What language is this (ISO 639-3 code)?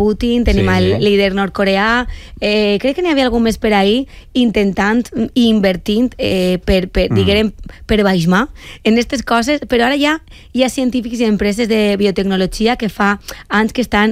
cat